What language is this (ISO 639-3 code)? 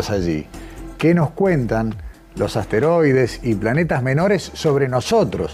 spa